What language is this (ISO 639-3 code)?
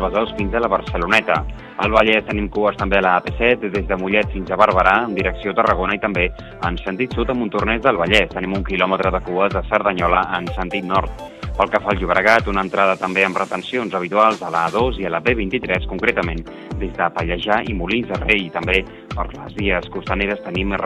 cat